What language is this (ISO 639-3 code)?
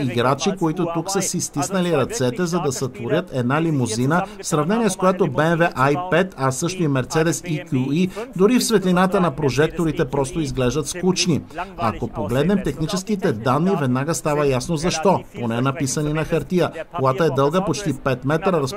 bul